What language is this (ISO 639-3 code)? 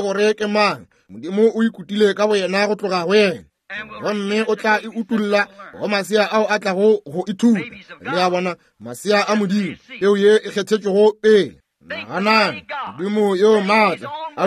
nso